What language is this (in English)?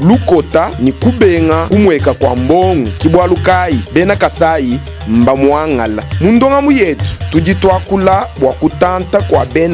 Luba-Lulua